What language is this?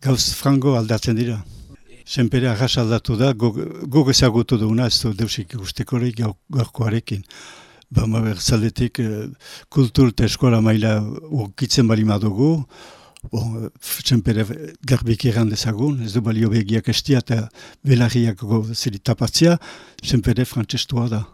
Basque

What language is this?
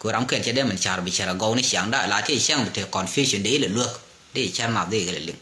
Nuer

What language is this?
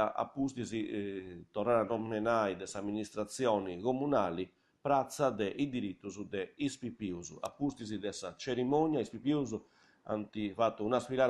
Sardinian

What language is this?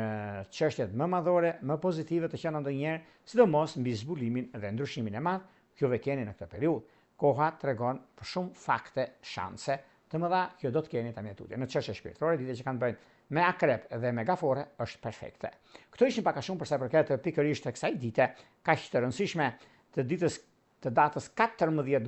Albanian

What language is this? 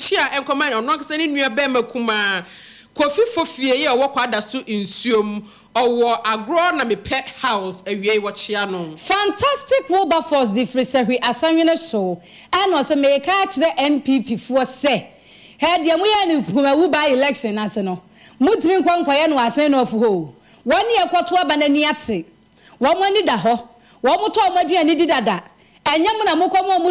Akan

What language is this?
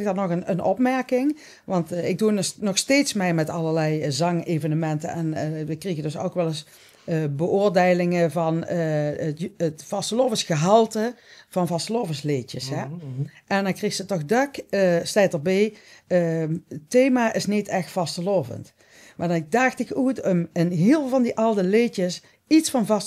Limburgish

